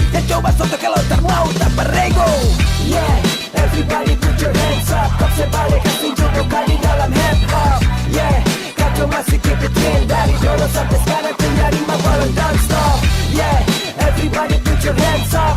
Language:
Ambonese Malay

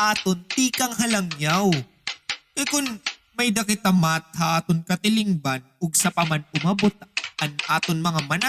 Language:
Waray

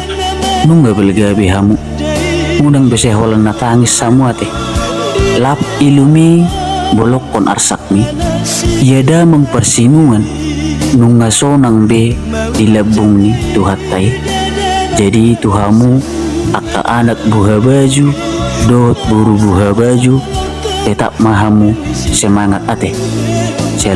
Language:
Batak Toba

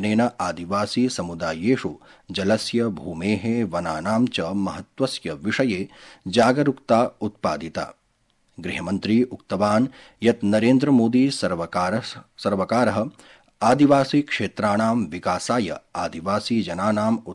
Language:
Sanskrit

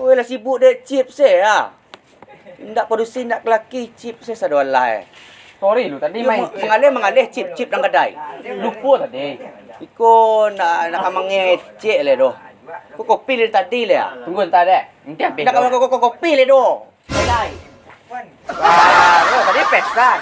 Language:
Minangkabau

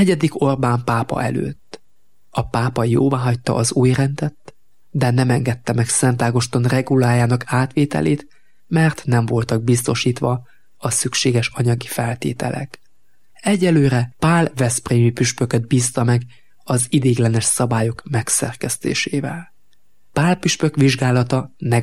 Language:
Hungarian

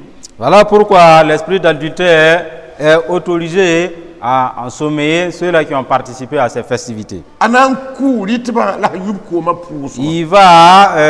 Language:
Mossi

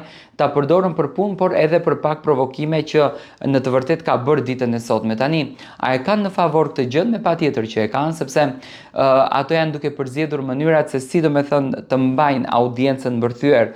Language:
Albanian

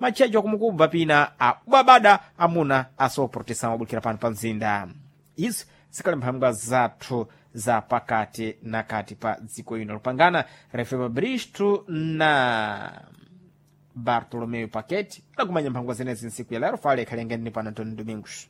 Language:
Sena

